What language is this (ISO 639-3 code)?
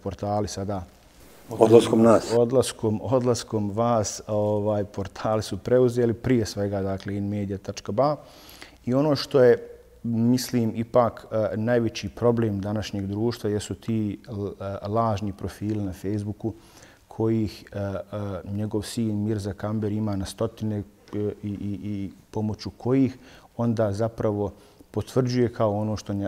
bos